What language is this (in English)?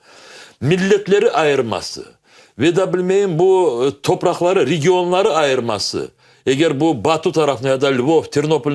Crimean Tatar